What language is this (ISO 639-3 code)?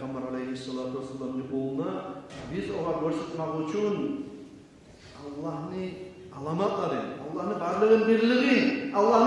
kum